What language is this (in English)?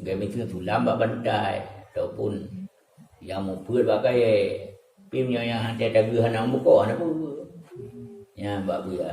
Achinese